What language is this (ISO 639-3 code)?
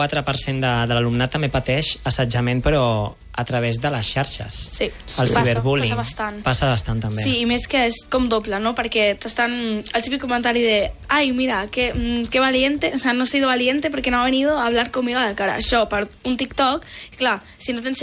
cat